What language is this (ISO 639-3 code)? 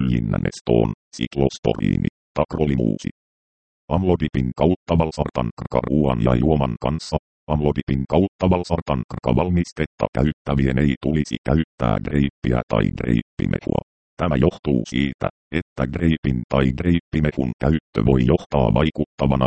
fin